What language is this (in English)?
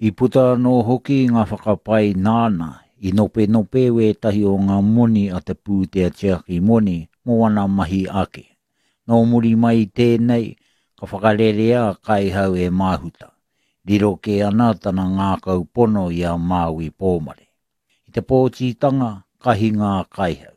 Māori